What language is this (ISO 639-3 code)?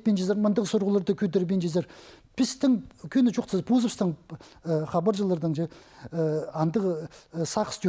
kjh